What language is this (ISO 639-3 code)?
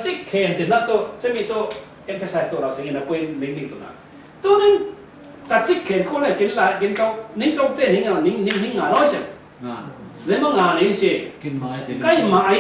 cfm